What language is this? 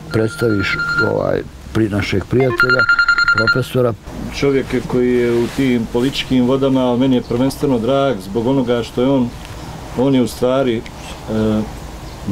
Bosnian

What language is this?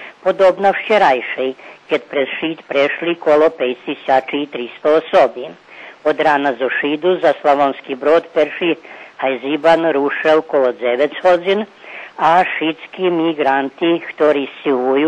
Rusyn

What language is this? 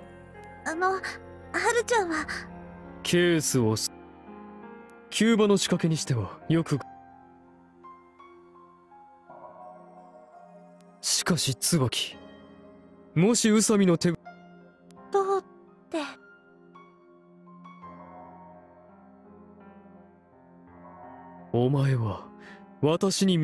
Japanese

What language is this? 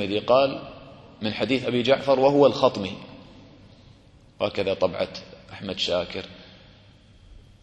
Arabic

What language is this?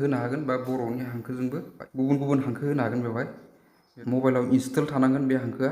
Bodo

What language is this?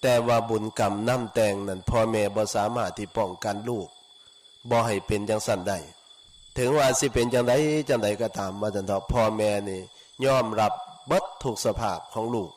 Lao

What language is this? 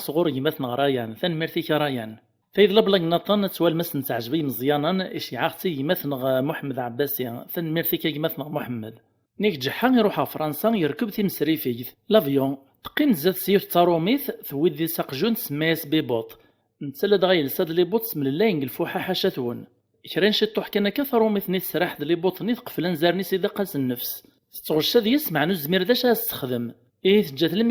Kabyle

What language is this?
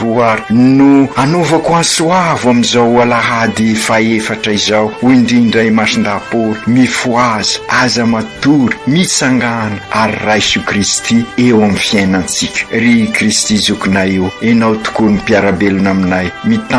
Malagasy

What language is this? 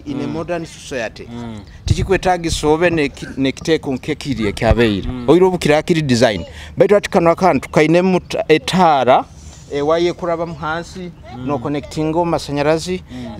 Nyoro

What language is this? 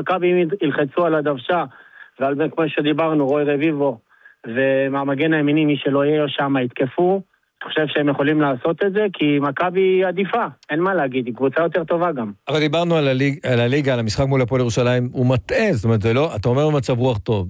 Hebrew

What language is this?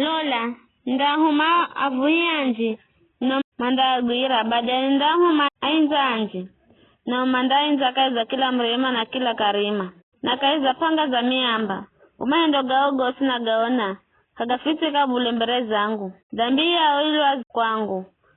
Giryama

